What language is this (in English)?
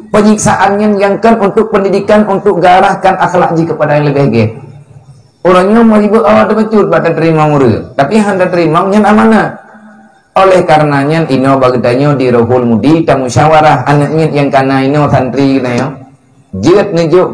Achinese